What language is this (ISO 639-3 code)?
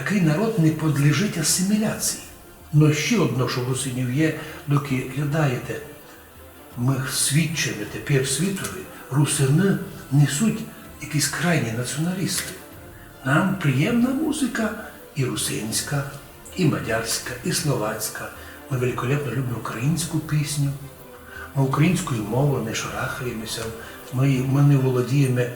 rue